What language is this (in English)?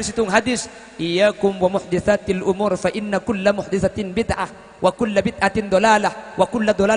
Madurese